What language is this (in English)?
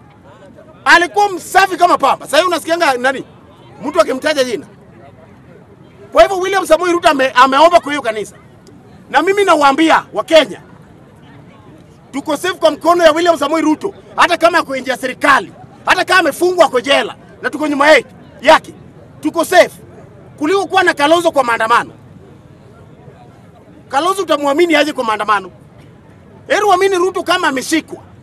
Swahili